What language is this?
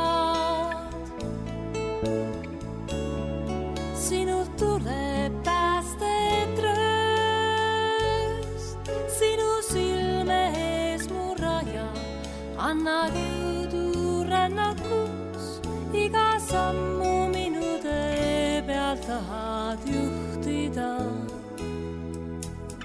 Estonian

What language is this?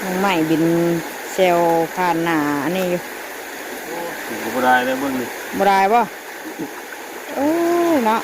Northeastern Thai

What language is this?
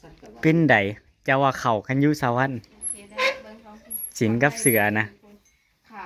Northeastern Thai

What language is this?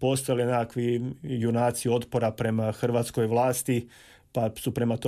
Croatian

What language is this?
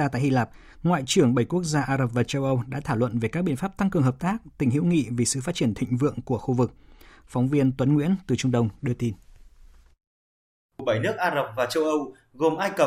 Vietnamese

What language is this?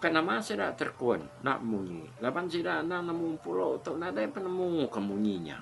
Iban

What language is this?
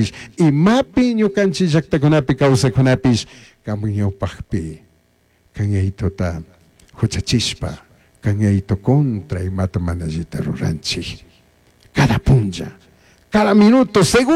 Chimborazo Highland Quichua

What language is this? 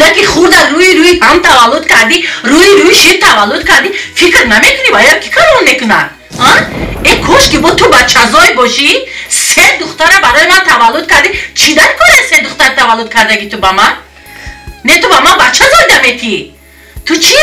Tajik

